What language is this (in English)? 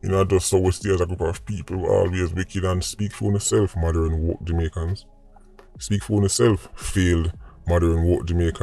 Jamaican Creole English